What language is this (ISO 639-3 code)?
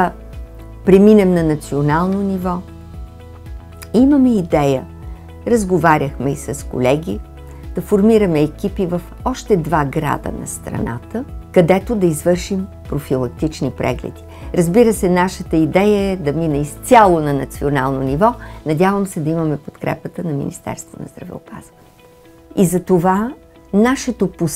bul